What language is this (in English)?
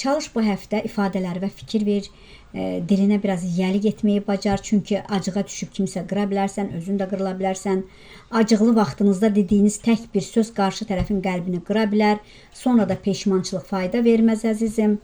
Azerbaijani